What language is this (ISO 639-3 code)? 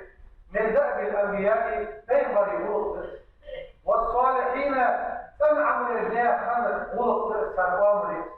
inh